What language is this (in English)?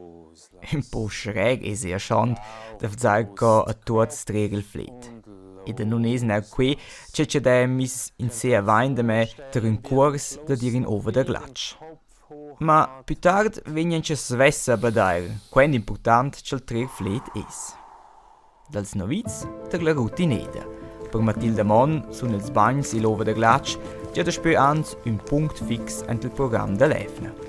Romansh